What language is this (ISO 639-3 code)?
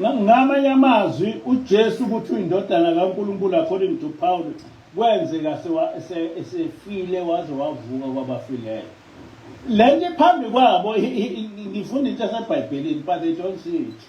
zul